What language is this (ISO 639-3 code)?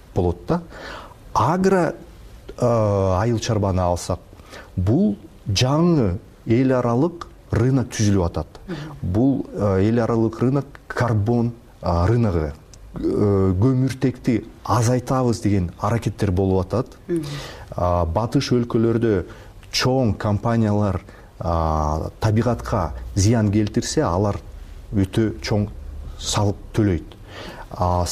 kir